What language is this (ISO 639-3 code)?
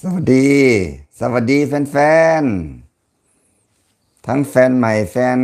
lao